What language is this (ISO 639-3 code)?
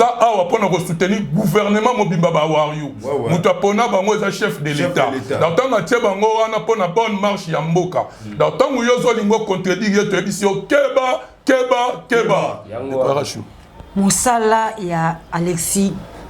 lin